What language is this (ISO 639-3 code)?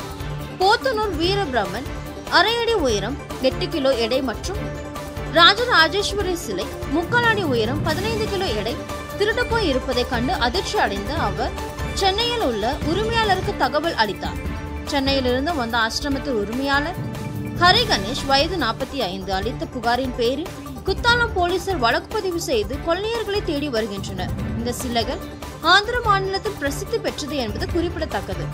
tam